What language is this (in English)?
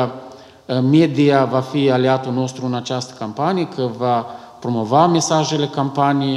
Romanian